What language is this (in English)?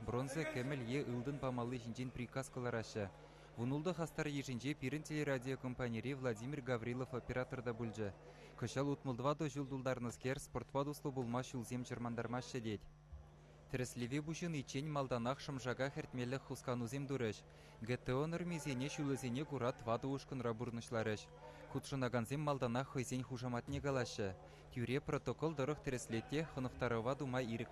Chuvash